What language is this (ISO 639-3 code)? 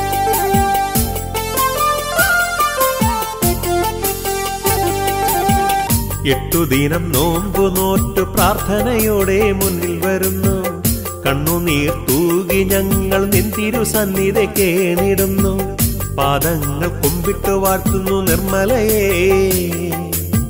mal